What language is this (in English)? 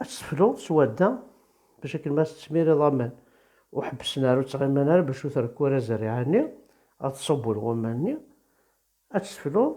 Kabyle